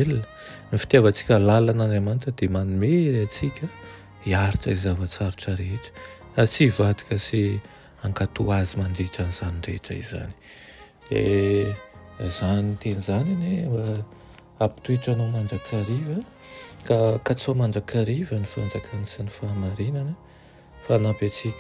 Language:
Malagasy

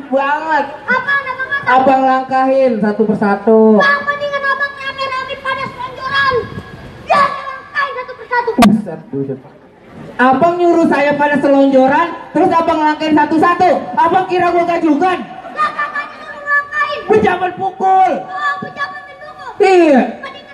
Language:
Betawi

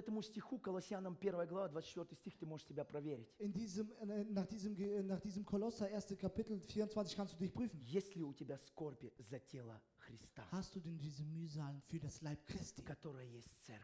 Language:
Russian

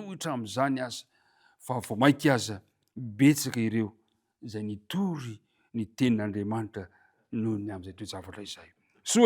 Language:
Malagasy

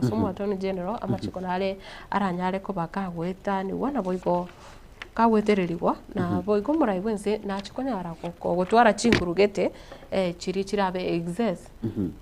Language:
Gusii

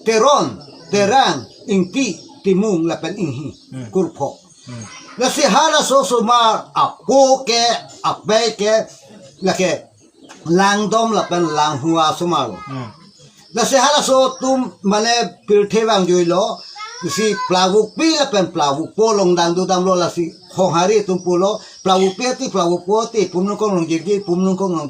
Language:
Karbi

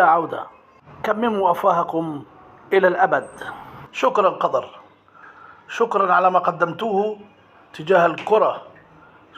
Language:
Egyptian Arabic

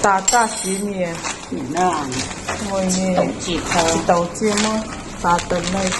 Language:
Mizo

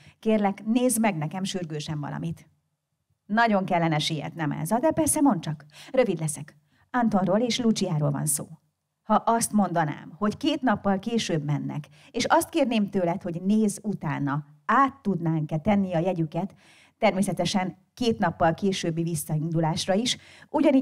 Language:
Hungarian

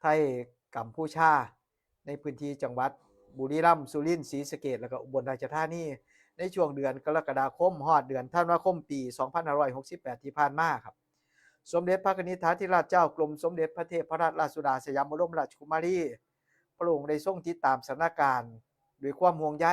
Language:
Northeastern Thai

